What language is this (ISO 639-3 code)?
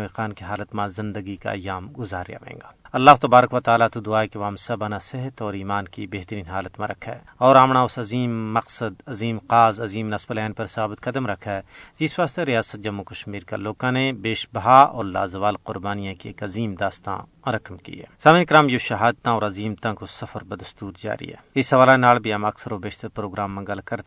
gju